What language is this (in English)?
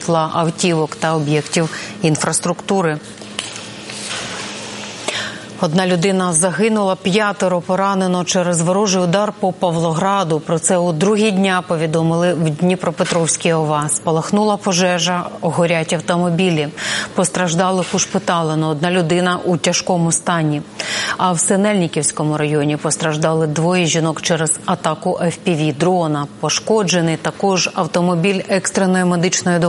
Ukrainian